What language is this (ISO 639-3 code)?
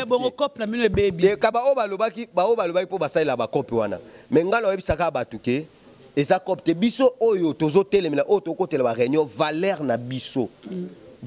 lin